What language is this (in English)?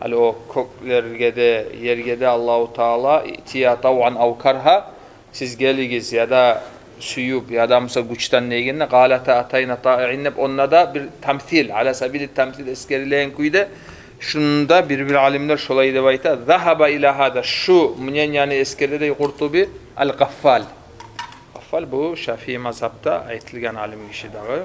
Kumyk